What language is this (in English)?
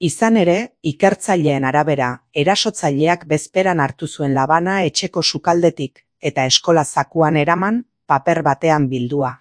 Basque